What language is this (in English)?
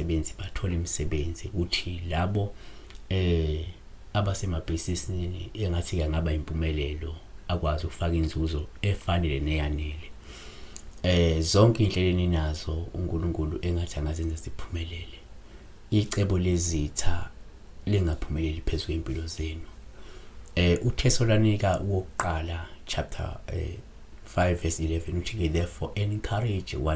Zulu